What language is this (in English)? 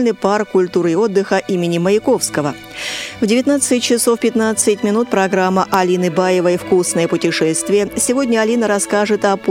Russian